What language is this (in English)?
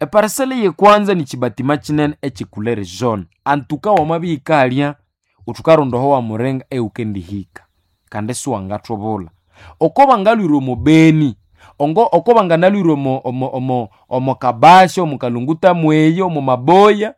Nande